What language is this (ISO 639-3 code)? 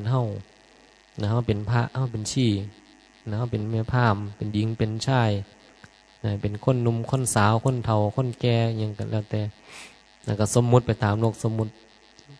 tts